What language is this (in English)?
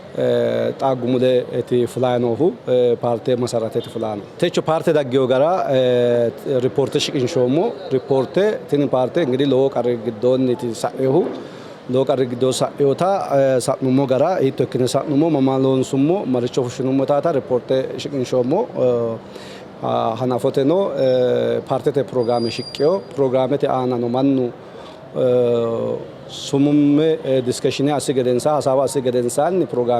Sidamo